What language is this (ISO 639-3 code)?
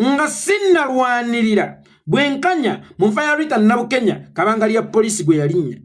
lug